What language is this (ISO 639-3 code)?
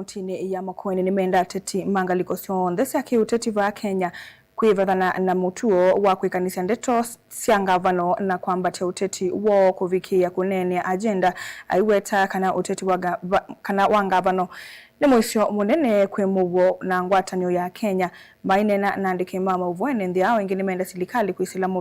kam